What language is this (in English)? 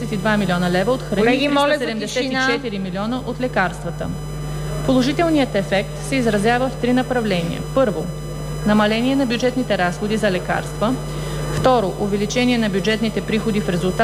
Bulgarian